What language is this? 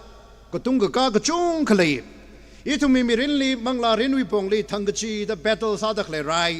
Tangkhul Naga (India)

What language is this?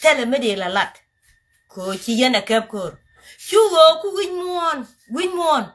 Nuer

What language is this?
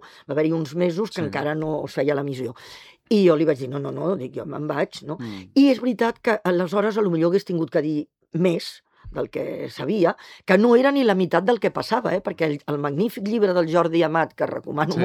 Catalan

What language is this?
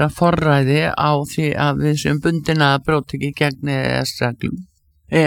Icelandic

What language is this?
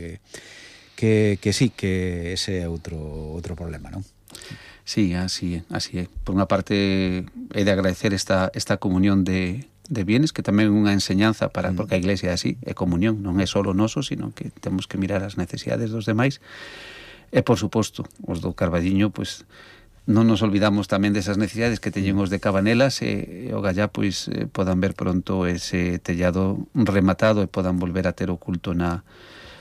Galician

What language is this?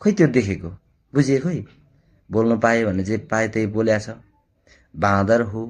Nepali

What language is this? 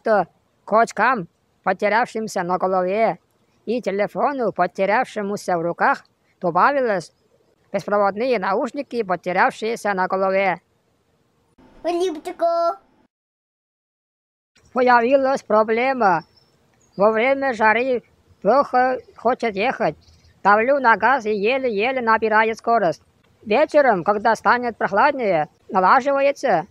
Russian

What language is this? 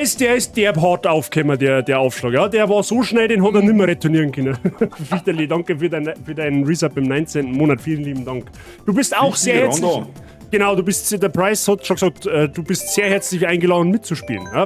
Bavarian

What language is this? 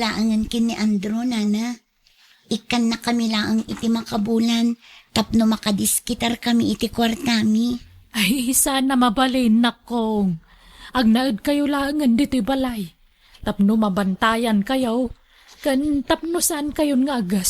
Iloko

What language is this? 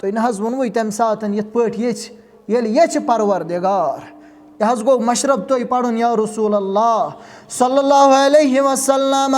Kashmiri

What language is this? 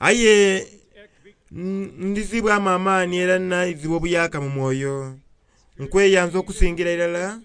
Soga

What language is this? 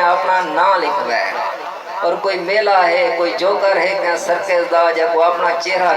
Saraiki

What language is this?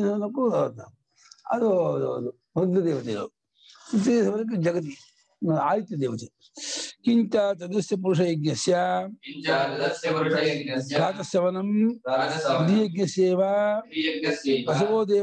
Kannada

